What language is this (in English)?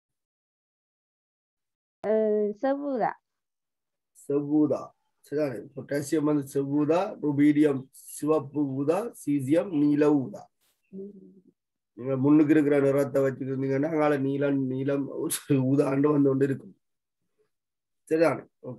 Tamil